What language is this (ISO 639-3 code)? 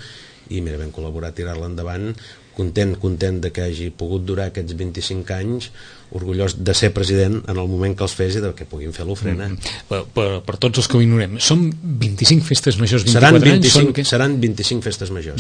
cat